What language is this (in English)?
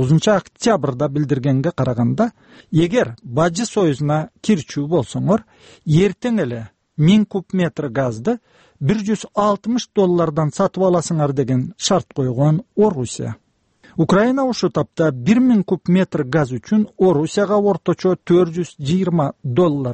Kyrgyz